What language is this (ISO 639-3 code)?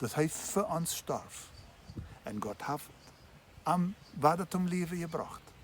pdt